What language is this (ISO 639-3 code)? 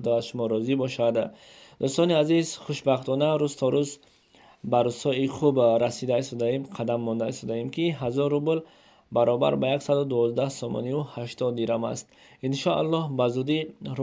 tgk